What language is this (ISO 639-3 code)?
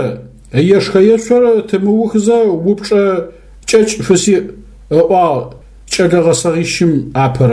ady